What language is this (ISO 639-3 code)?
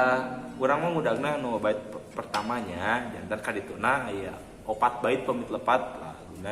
sun